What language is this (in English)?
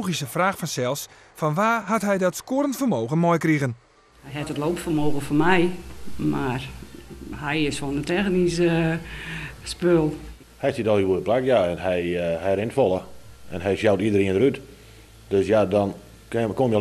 Western Frisian